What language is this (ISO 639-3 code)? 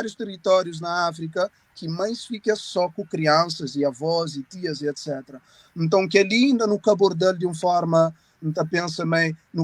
kea